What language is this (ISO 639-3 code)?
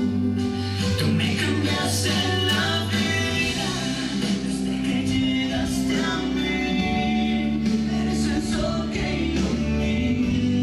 spa